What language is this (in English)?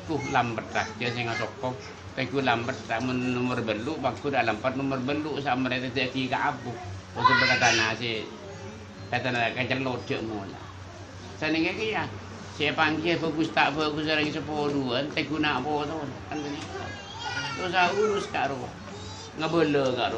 Madurese